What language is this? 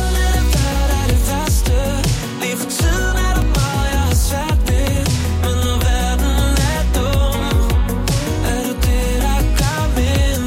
Danish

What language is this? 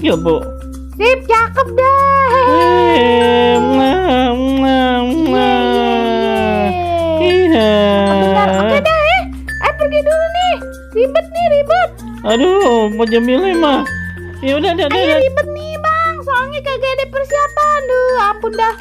Betawi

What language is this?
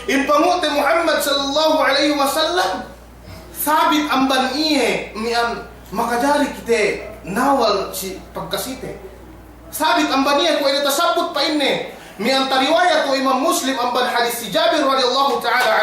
Yakan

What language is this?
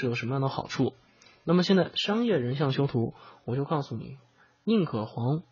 Chinese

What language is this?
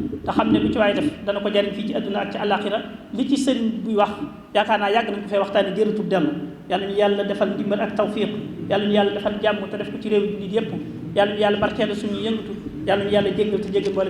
Wolof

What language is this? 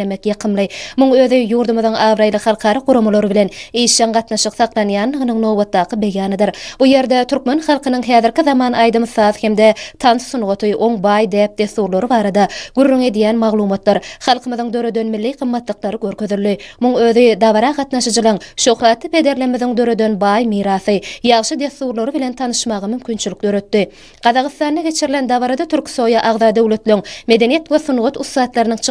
Turkmen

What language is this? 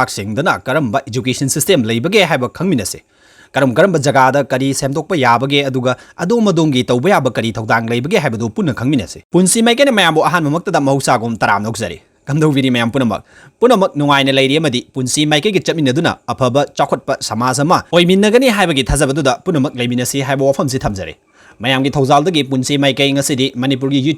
Manipuri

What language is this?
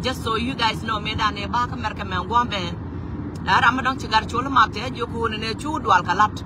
Nuer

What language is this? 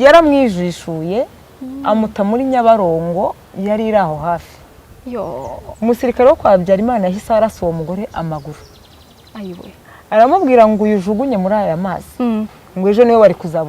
Kinyarwanda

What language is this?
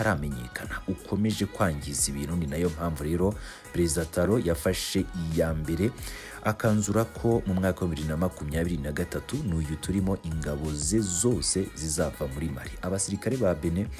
Kinyarwanda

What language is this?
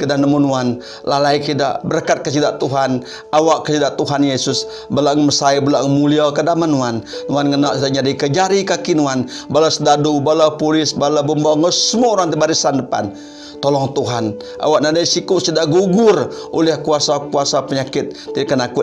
Iban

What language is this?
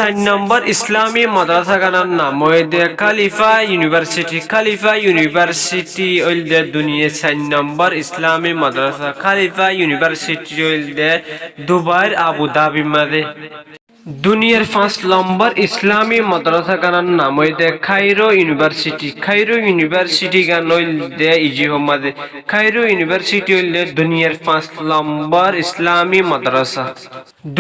Rohingya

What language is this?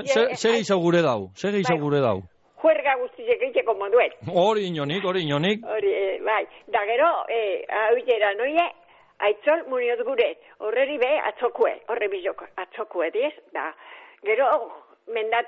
Basque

